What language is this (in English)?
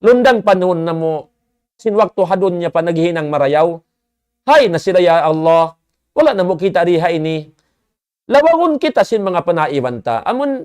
Tausug